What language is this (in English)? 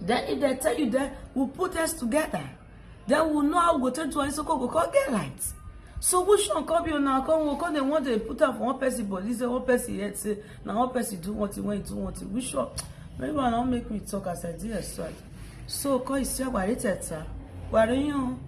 Nigerian Pidgin